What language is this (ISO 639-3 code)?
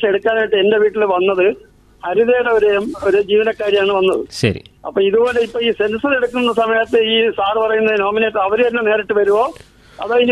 mal